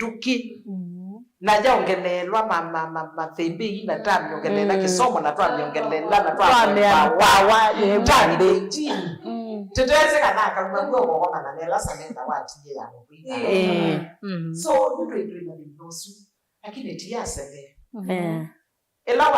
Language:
Kamba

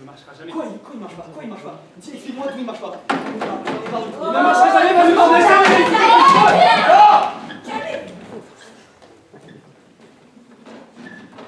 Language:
French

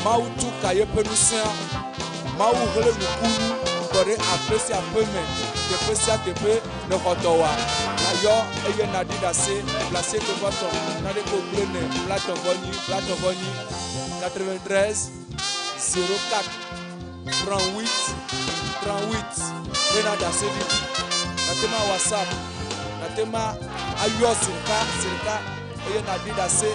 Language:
Ewe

